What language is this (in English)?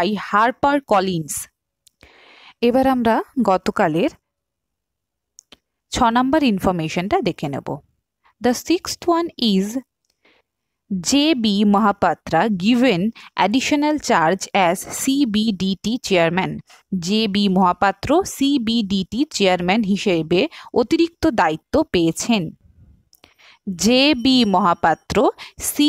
Bangla